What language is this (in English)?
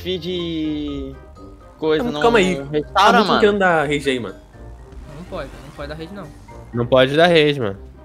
Portuguese